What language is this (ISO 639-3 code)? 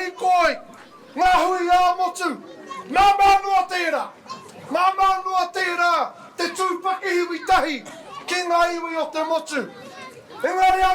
mri